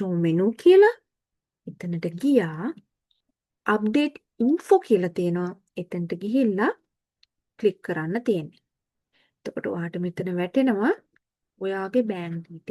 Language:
Sinhala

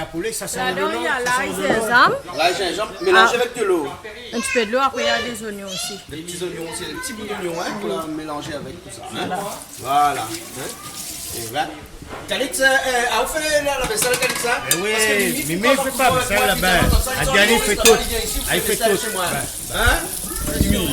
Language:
Réunion Creole French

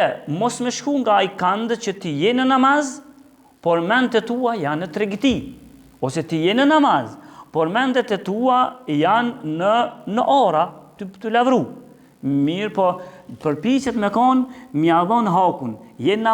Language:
Albanian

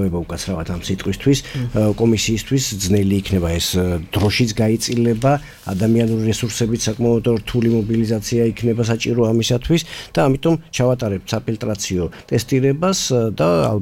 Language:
Georgian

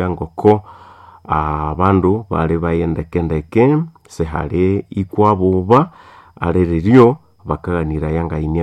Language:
Nande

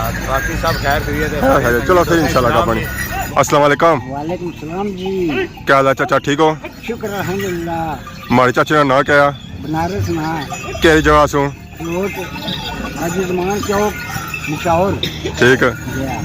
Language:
Pahari-Potwari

